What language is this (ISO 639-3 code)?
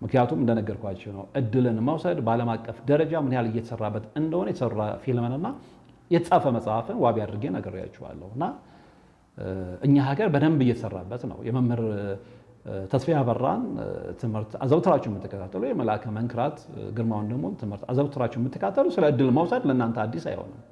amh